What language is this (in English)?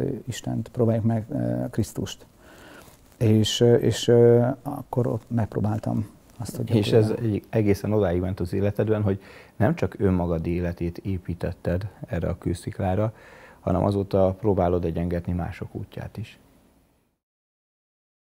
Hungarian